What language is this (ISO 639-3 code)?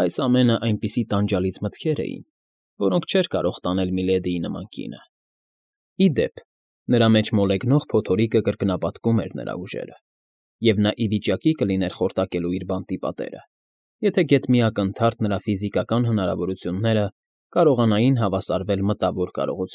hye